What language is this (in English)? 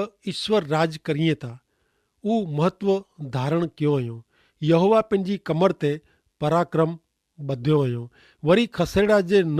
Kachhi